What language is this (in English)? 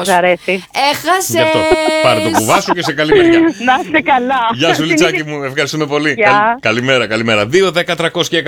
Greek